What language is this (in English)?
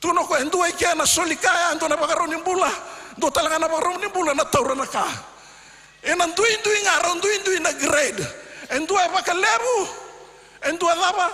Fijian